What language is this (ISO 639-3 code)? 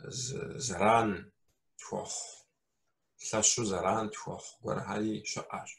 kbd